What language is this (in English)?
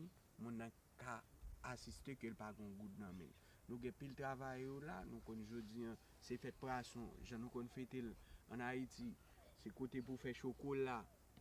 Haitian Creole